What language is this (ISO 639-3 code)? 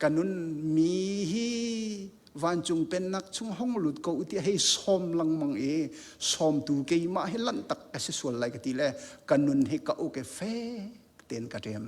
cnh